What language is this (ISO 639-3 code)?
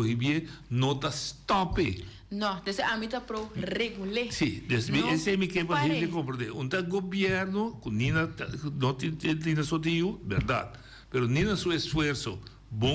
pap